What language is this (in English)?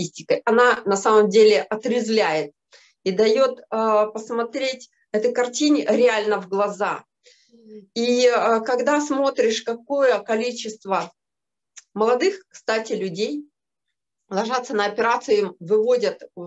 Russian